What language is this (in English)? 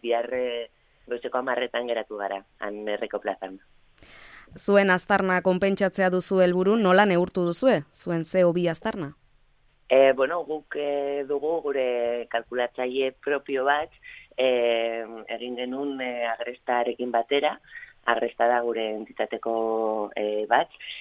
Basque